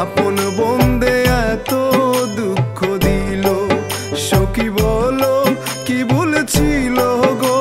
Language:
Sylheti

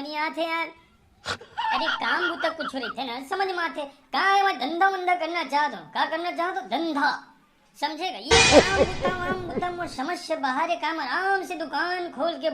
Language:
Chhattisgarhi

